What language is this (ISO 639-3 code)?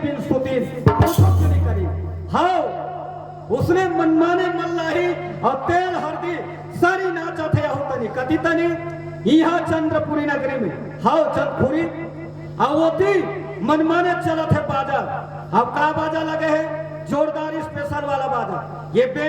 hne